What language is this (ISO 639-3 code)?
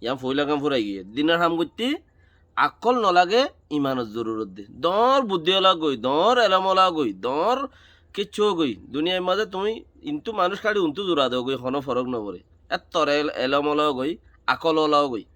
rhg